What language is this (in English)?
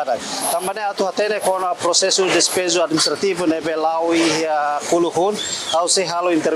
Tetum